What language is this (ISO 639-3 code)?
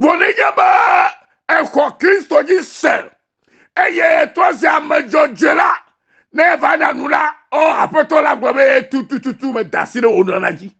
ewe